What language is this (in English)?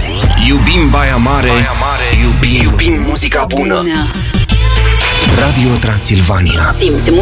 Romanian